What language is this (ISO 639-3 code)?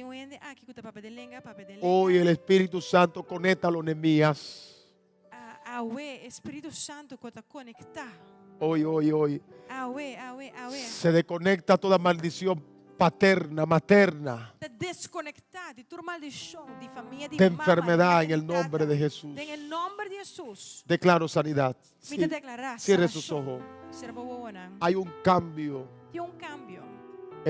pap